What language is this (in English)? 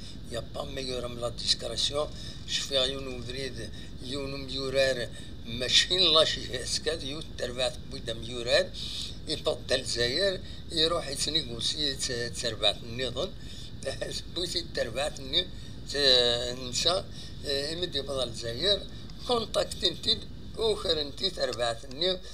Kabyle